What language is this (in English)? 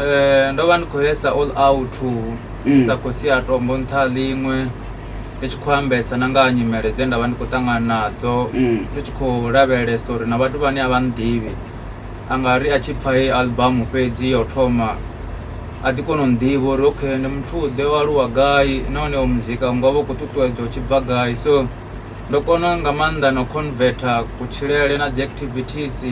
Venda